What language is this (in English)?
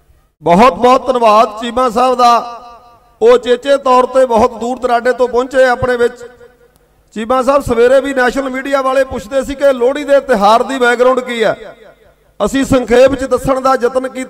Punjabi